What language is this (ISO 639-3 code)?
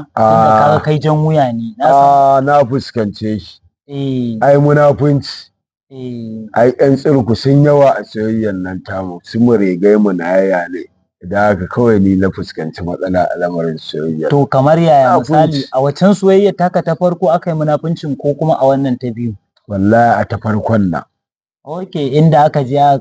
hau